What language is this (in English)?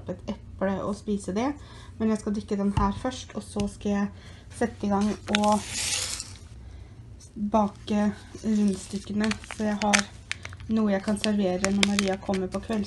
Norwegian